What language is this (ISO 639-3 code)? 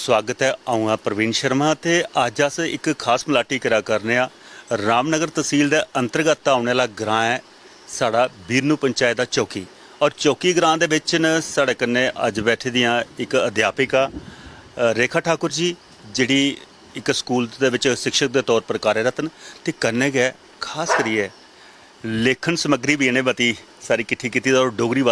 doi